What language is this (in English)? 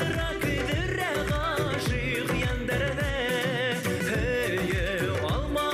Bashkir